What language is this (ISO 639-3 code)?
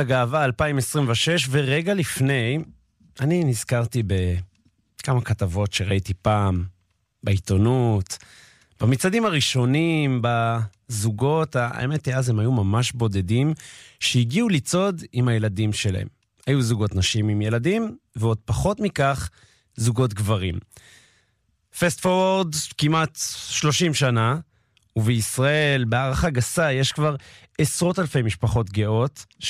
heb